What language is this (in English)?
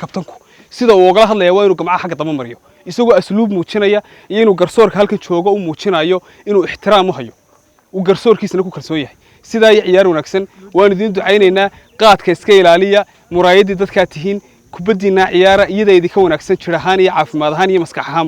Somali